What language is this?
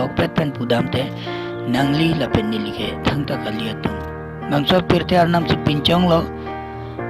Karbi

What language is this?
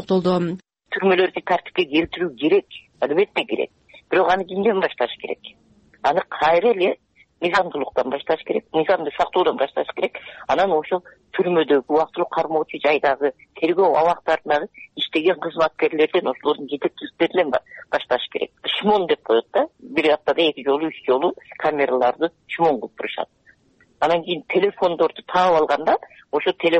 Kyrgyz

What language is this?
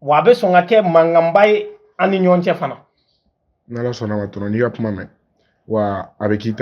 Bambara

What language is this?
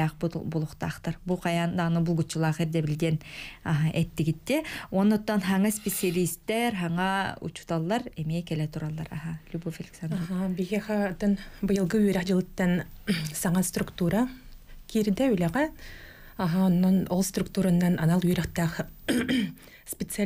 Yakut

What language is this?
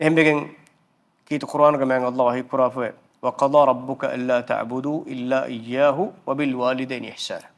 Divehi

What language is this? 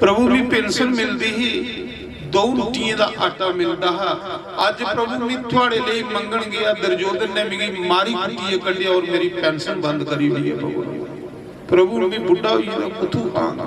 Dogri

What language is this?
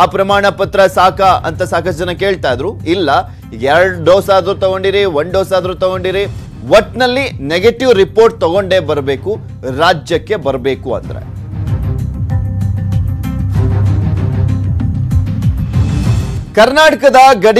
Kannada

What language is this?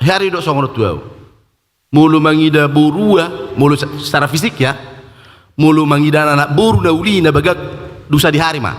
Batak Toba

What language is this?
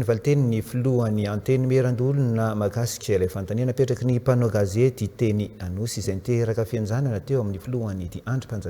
Malagasy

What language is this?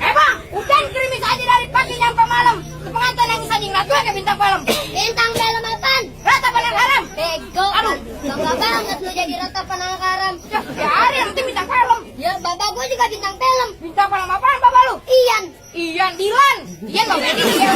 Betawi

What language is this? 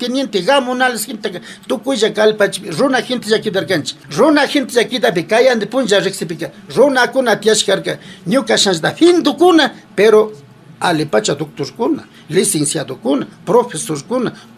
Imbabura Highland Quichua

